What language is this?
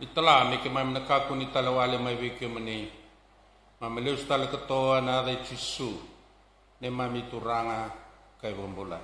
Fijian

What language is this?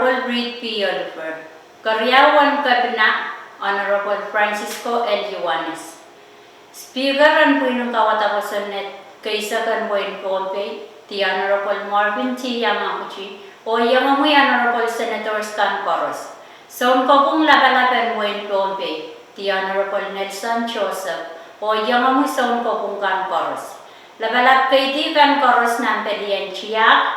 Pohnpeian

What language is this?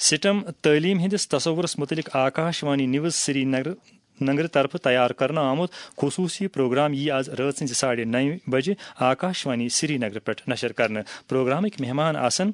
Kashmiri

